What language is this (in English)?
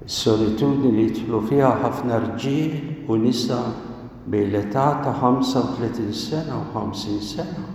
Maltese